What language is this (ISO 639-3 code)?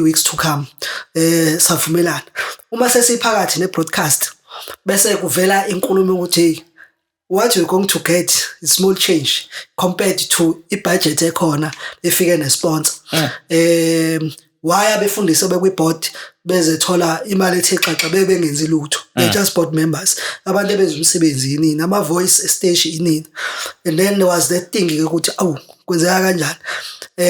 zul